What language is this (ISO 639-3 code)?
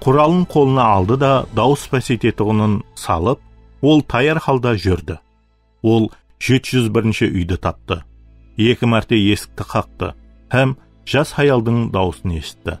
kaa